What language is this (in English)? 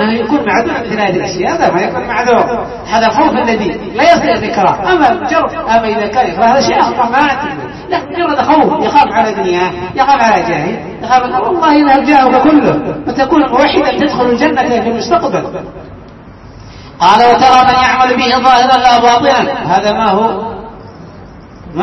Arabic